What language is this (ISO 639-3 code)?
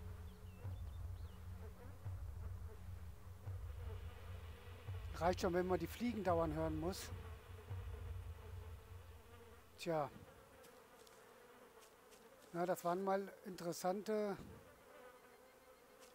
deu